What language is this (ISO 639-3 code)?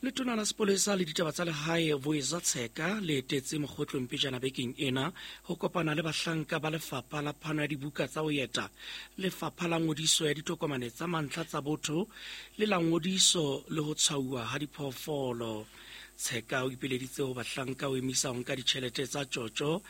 sot